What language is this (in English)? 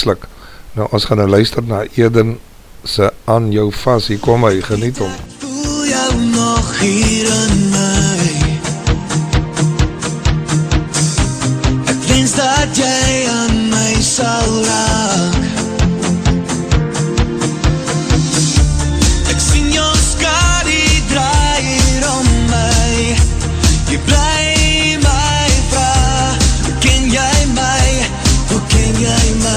Afrikaans